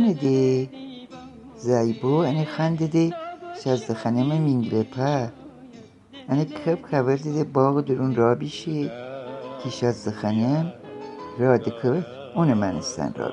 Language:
Gilaki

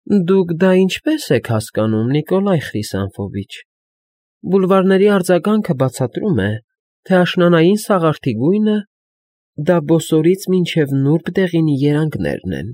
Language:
Armenian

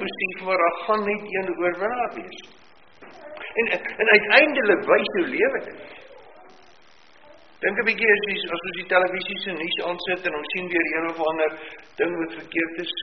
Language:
Afrikaans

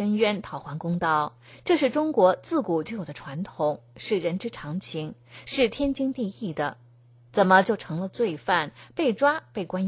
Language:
Chinese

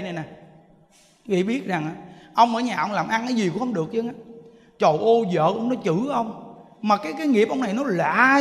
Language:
Vietnamese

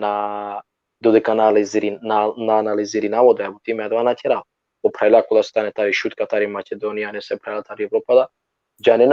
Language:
Balkan Romani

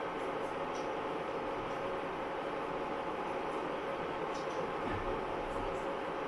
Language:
Danish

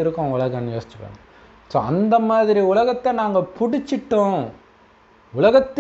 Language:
Tamil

